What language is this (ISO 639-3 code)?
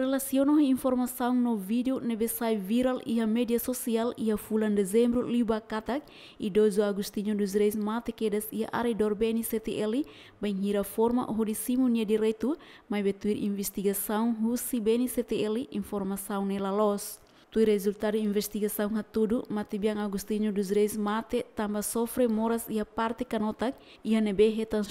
tet